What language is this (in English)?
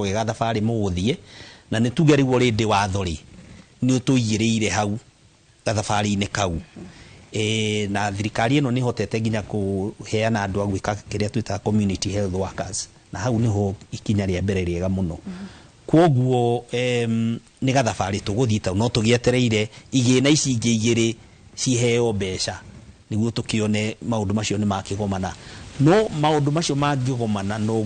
Kikuyu